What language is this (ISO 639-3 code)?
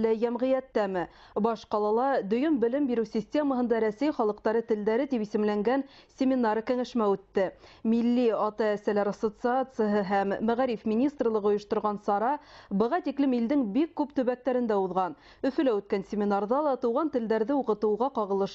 bak